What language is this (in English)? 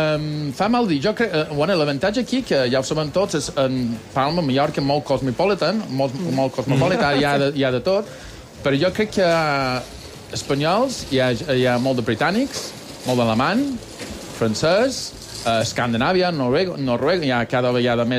Catalan